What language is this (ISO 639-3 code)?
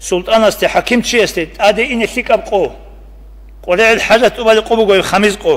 ava